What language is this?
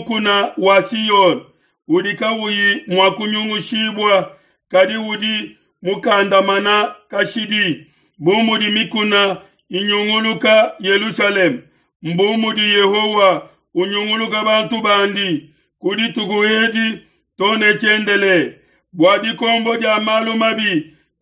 Luba-Lulua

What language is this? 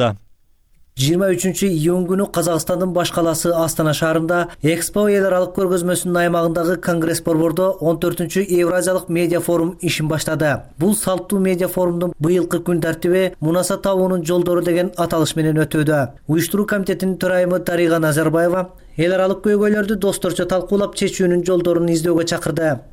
Kyrgyz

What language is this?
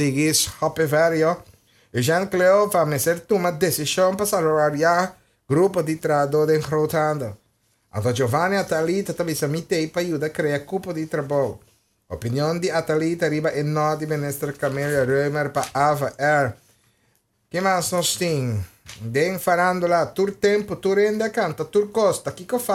Papiamento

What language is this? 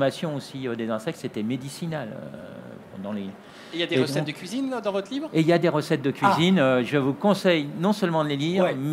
French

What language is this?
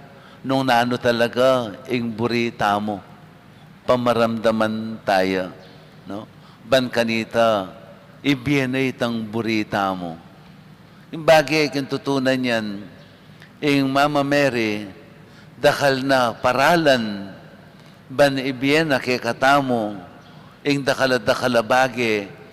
Pampanga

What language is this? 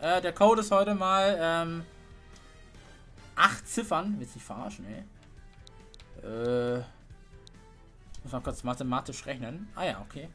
German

